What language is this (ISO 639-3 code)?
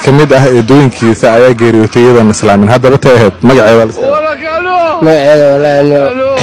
som